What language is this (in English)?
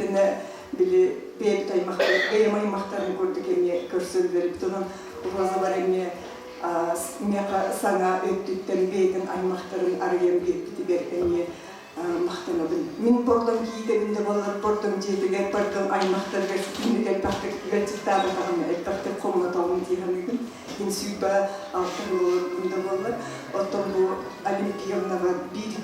Yakut